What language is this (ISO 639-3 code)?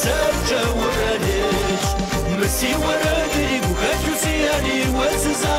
kbd